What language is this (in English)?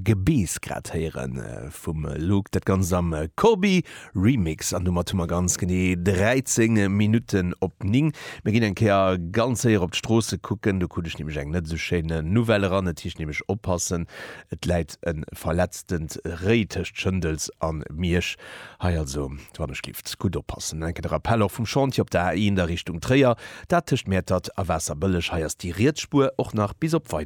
Luxembourgish